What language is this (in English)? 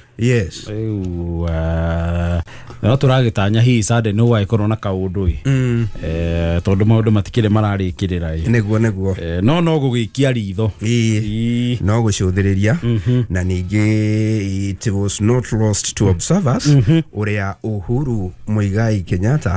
Kikuyu